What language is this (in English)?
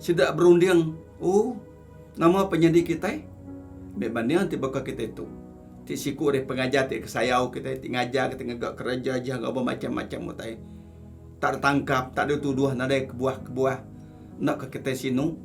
Iban